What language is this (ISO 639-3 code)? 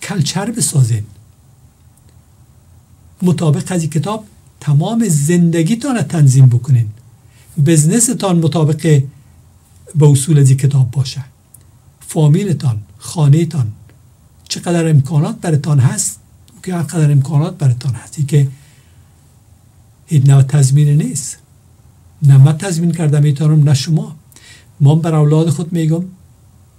fas